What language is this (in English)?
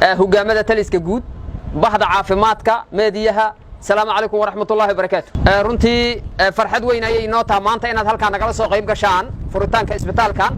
Somali